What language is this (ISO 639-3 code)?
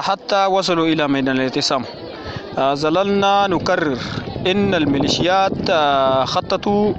apd